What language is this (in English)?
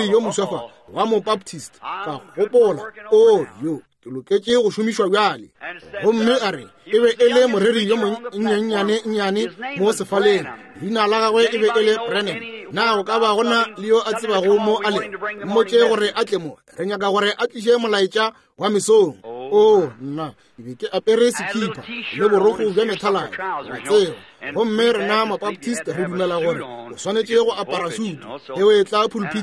Northern Sotho